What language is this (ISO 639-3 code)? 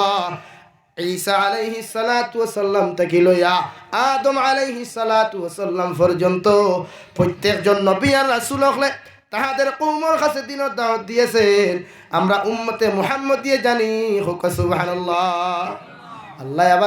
syl